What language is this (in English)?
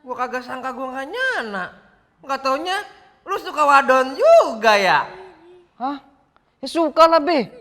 Betawi